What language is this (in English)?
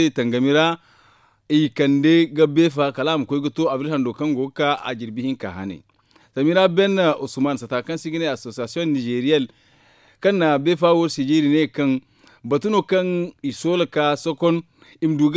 Zarma